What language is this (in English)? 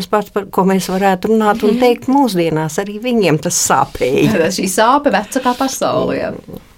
Latvian